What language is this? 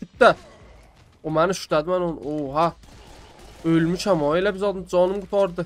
South Azerbaijani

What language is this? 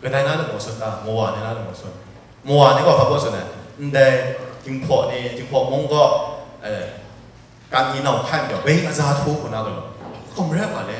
Kachin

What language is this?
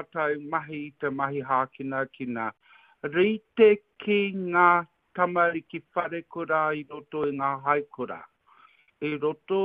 Māori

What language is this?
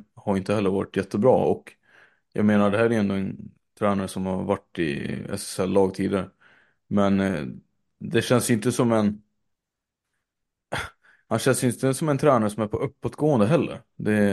Swedish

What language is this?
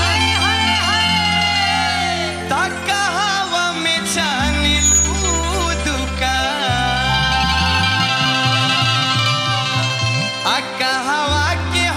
Bhojpuri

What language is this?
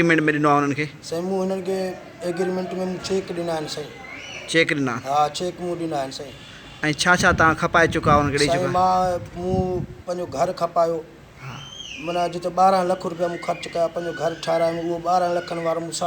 Sindhi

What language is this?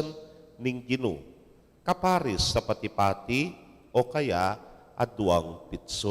Pampanga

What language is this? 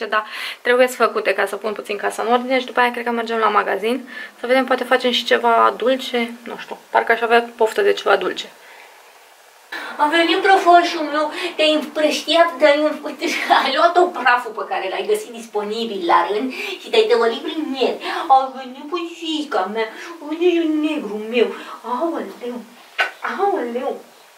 Romanian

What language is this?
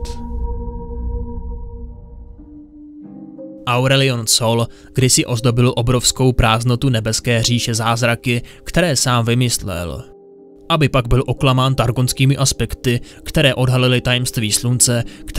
Czech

